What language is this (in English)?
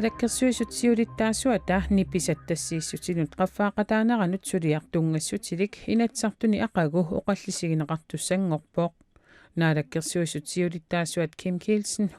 Kalaallisut